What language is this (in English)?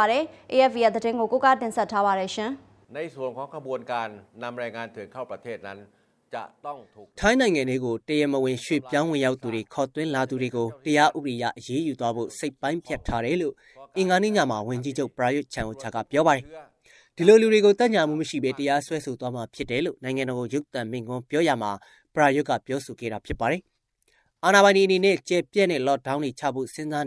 Burmese